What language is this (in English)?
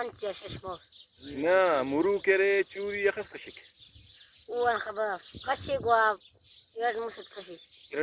Brahui